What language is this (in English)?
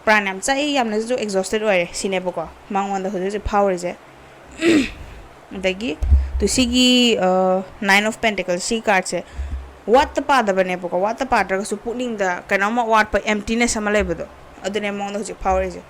Manipuri